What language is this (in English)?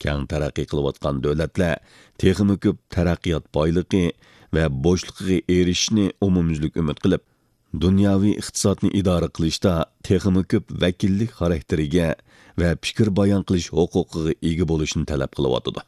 Uyghur